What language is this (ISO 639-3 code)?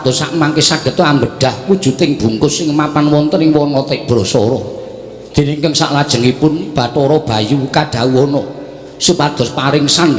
jav